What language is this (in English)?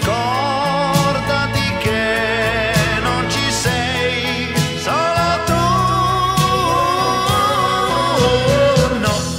Italian